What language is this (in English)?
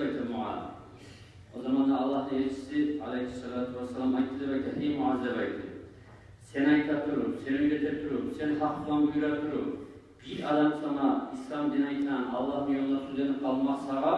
Kumyk